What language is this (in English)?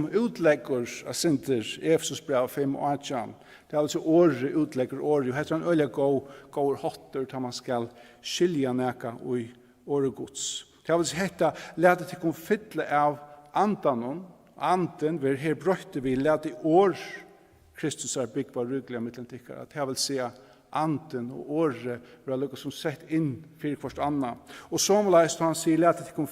Faroese